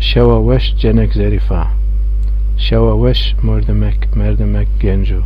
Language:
Zaza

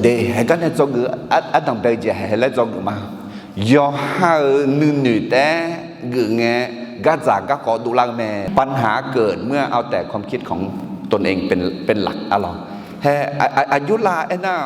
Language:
Akha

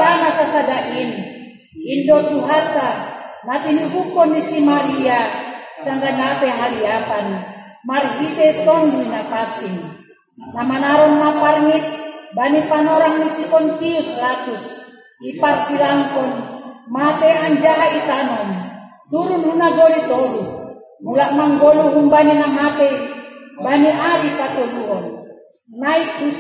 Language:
Batak Simalungun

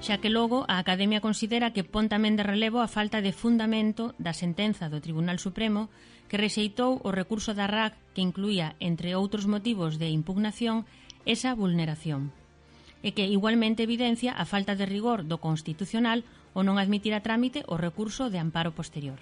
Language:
Galician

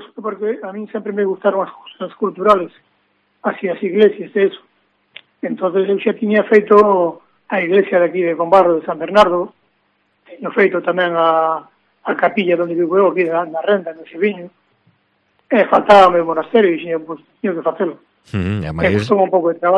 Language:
Galician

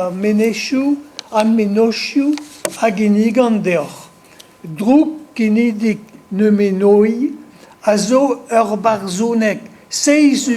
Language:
Breton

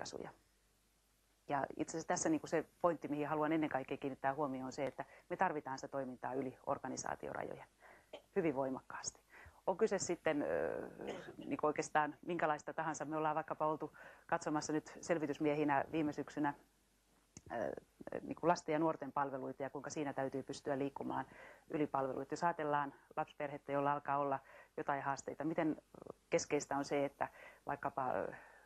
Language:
Finnish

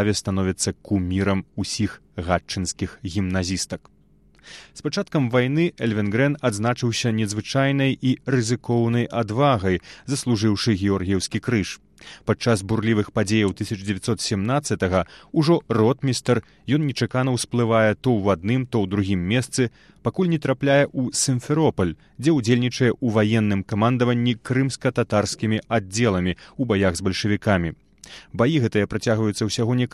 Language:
Belarusian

